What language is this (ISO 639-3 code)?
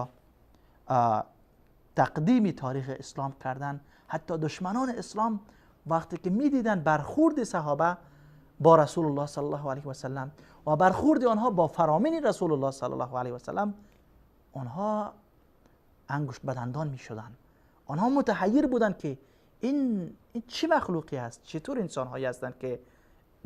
fas